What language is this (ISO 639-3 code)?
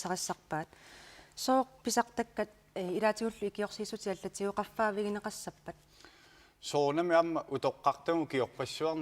kal